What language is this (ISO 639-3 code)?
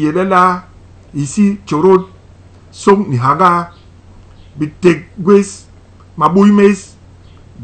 bas